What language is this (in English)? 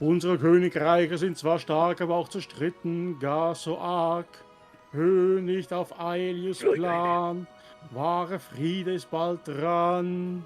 Swiss German